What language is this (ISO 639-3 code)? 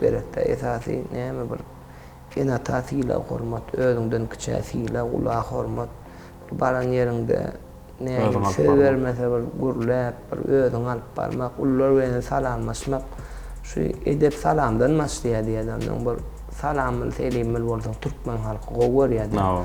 tuk